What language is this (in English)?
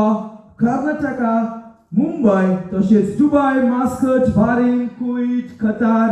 Konkani